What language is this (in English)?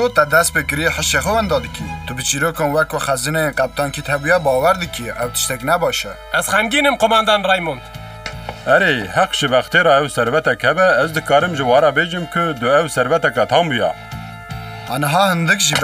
Kurdish